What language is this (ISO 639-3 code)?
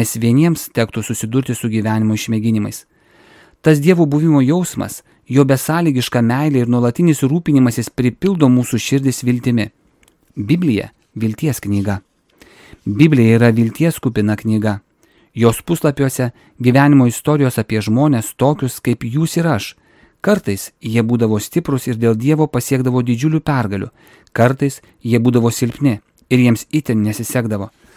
lit